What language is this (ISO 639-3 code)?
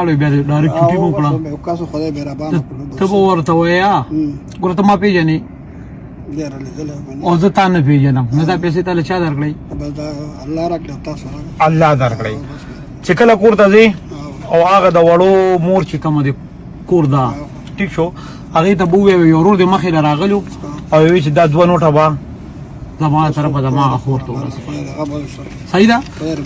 pus